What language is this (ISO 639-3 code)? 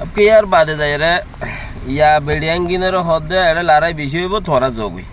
rhg